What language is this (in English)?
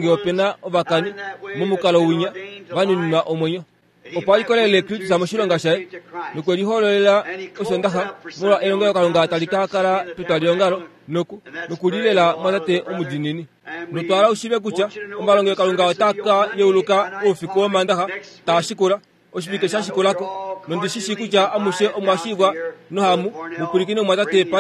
Kuanyama